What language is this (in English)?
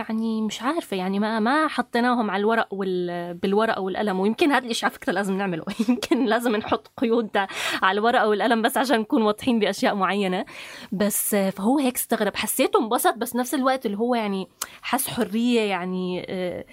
North Levantine Arabic